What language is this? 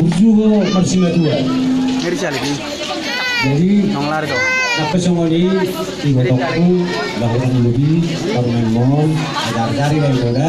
Batak Toba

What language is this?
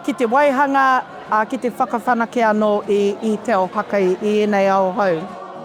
Māori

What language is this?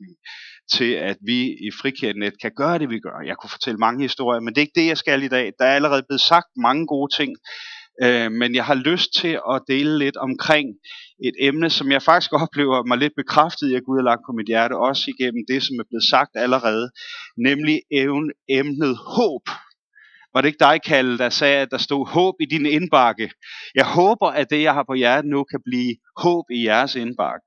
Danish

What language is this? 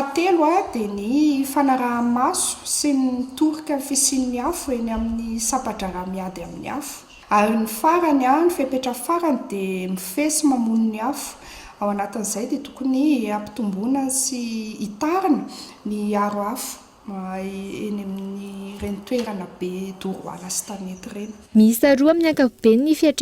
Malagasy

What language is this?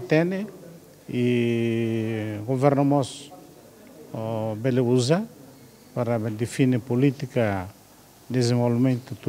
Tetum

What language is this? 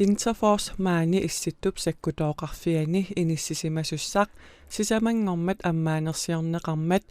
Kalaallisut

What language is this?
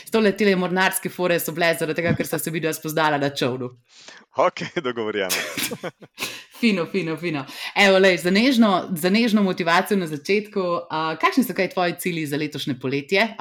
Slovenian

